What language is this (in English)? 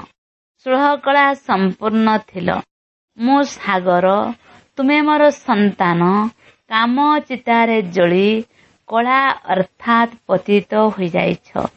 Odia